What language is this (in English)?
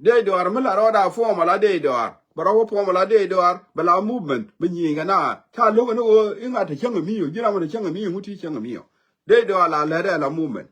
Nuer